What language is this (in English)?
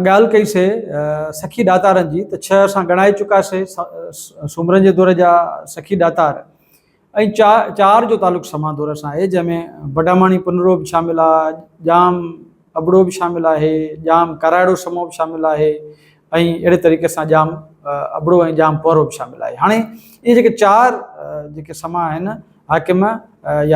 Sindhi